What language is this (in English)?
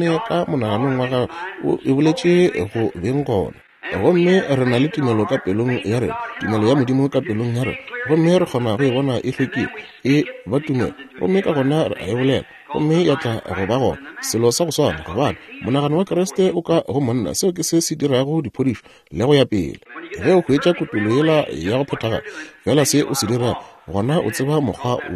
Northern Sotho